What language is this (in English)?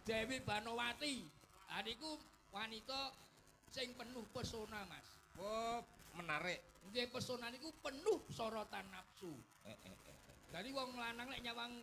Javanese